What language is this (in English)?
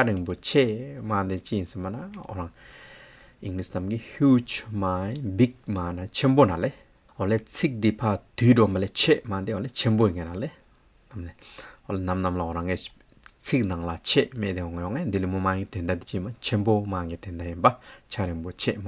Hyolmo